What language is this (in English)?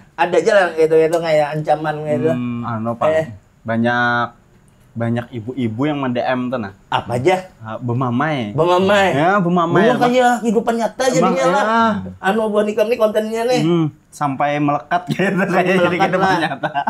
Banjar